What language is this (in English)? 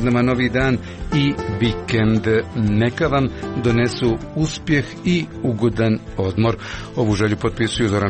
Croatian